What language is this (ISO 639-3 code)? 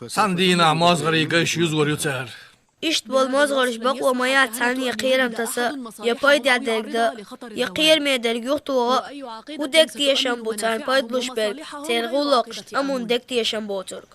che